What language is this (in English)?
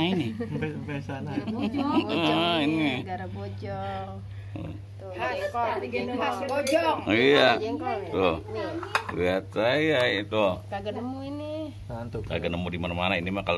Betawi